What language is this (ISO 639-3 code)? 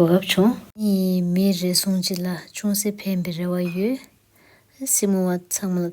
bod